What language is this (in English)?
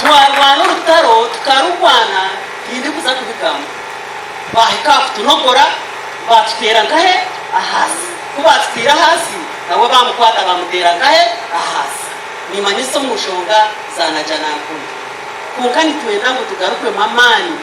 Nyankole